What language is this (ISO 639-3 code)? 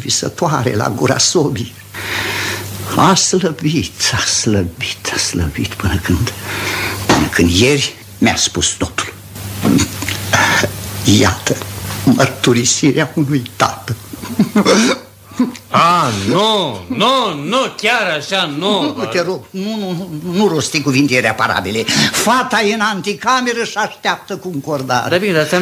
ron